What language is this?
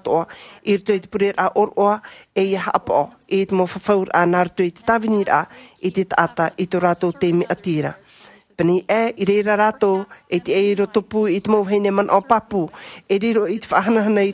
Tahitian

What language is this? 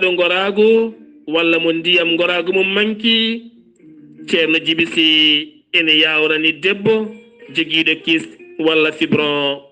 Fula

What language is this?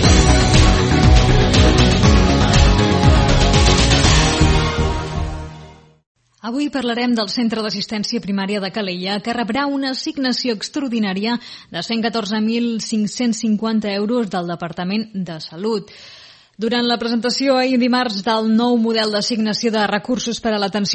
Catalan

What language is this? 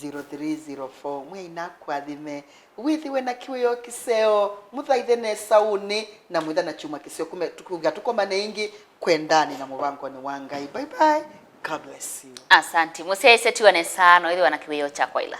Kamba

